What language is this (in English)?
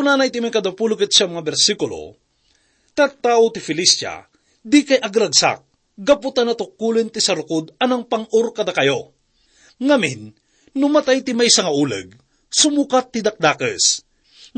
Iloko